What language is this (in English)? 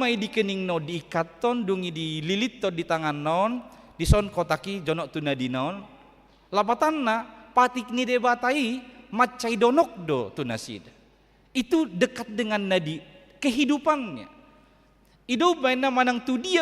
Batak Toba